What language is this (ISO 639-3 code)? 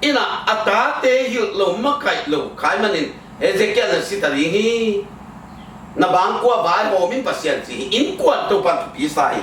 ctd